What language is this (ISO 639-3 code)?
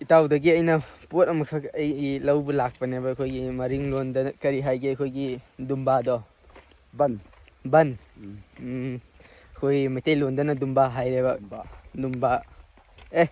mni